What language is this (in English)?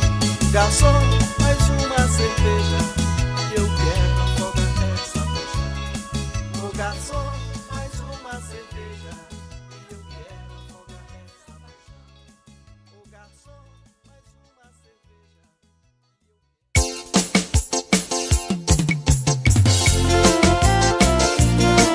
Portuguese